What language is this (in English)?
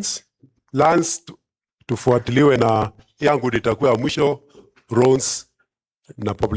Meru